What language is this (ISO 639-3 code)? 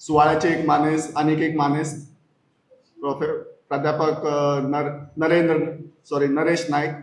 kok